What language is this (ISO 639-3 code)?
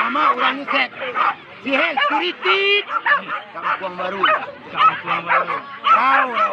min